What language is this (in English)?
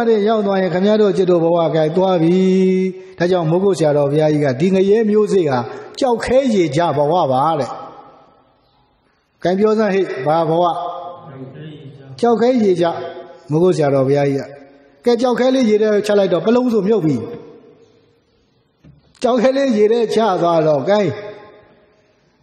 Burmese